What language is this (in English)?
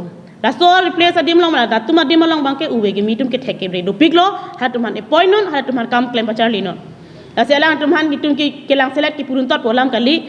Karbi